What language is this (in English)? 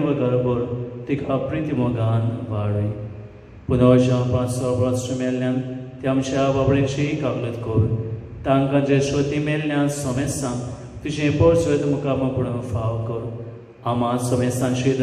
Konkani